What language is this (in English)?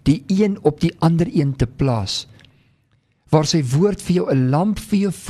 Afrikaans